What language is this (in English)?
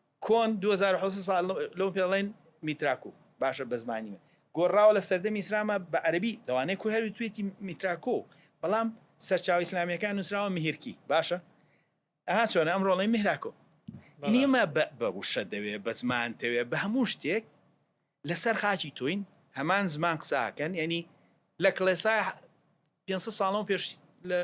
Central Kurdish